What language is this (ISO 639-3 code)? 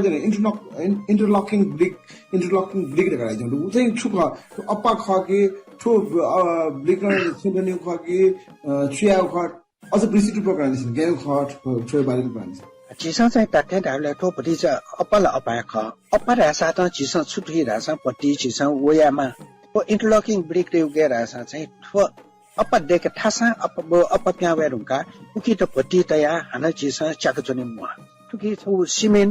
new